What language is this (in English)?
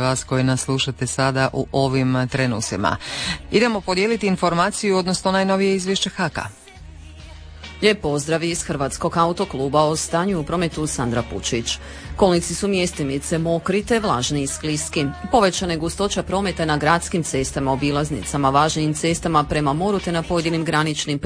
Croatian